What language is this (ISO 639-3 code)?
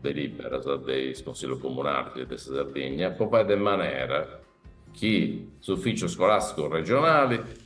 srd